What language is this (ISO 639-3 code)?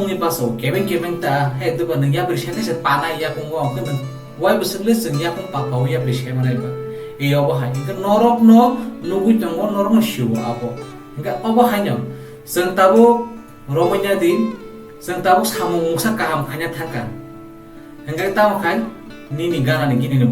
trp